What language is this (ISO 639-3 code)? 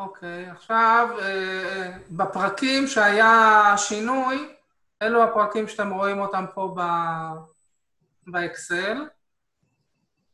heb